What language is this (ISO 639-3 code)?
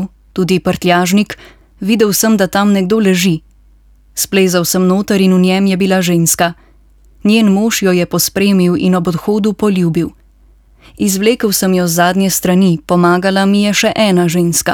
slv